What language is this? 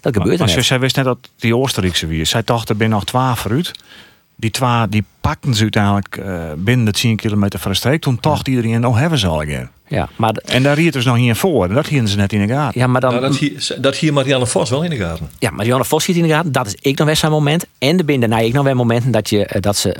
Western Frisian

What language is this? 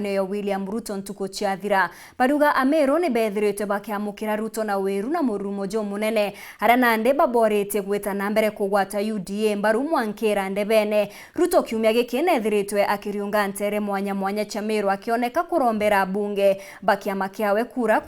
Meru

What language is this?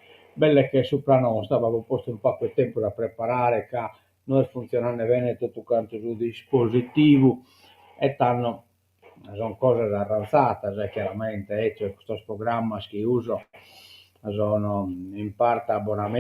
Sardinian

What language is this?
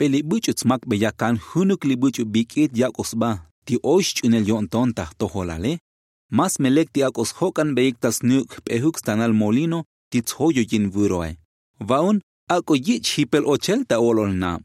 Tzotzil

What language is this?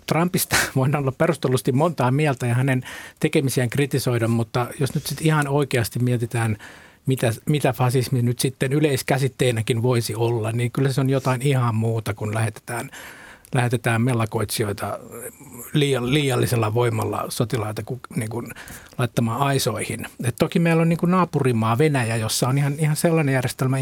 Finnish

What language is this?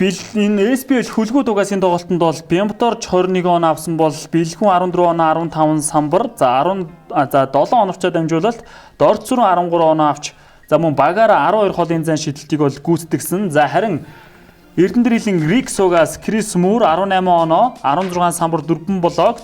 Mongolian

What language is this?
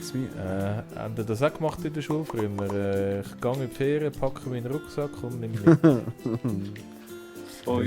Swiss German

